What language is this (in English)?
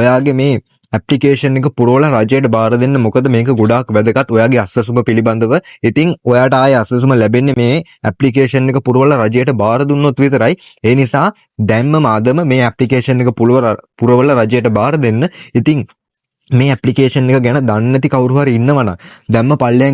Sinhala